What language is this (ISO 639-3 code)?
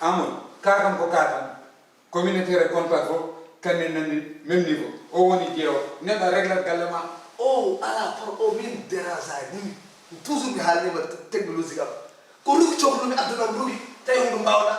ful